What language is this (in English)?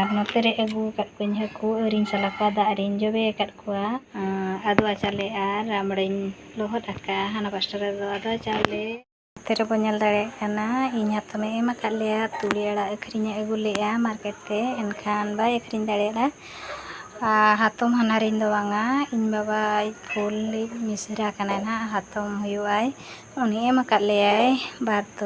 Santali